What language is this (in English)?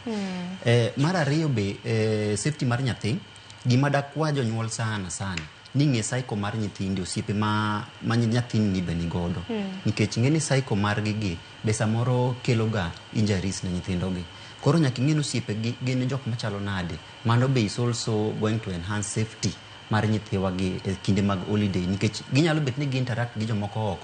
Luo (Kenya and Tanzania)